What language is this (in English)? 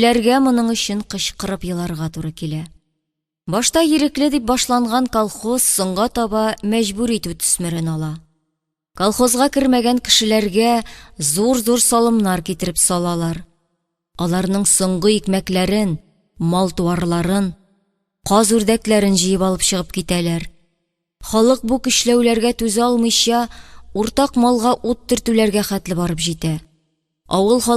Tatar